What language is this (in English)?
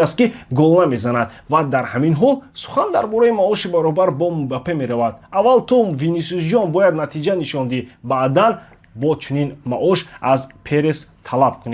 Tajik